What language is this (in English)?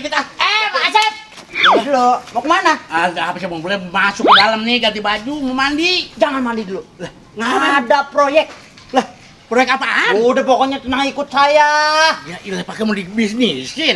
Betawi